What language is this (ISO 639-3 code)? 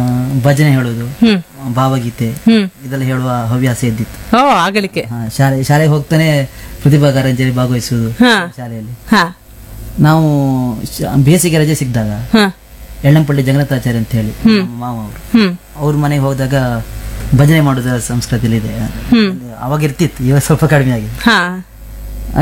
kan